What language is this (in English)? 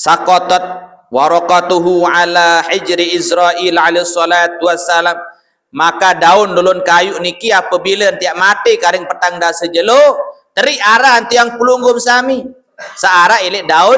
Sasak